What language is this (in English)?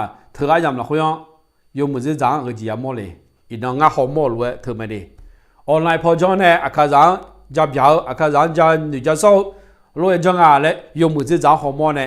Akha